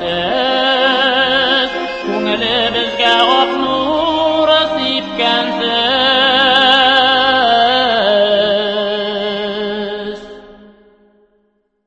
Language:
Tatar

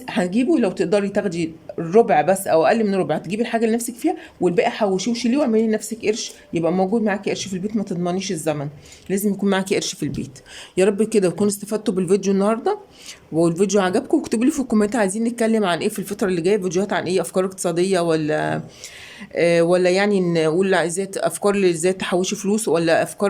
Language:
Egyptian Arabic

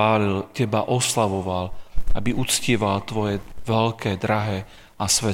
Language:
Slovak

